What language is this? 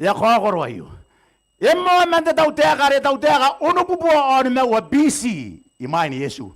Gilbertese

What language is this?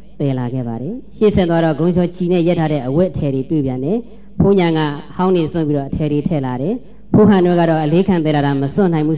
Burmese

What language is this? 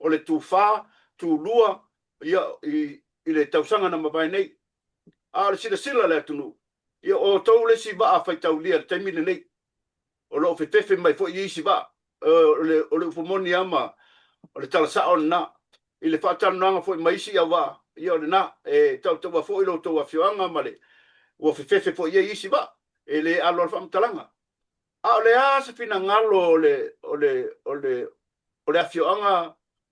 Samoan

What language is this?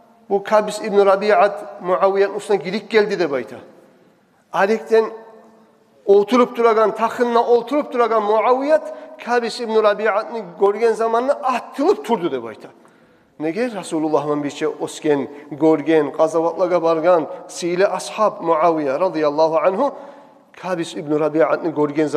Kumyk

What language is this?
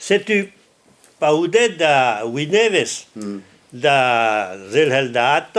Breton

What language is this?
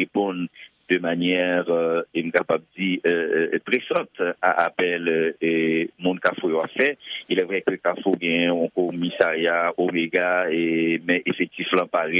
Haitian Creole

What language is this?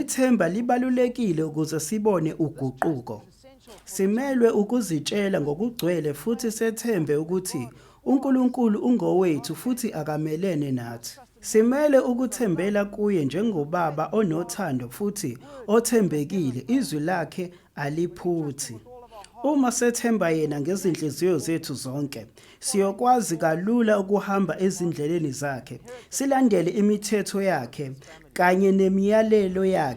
Zulu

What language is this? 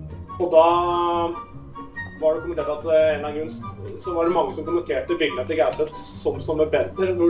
Norwegian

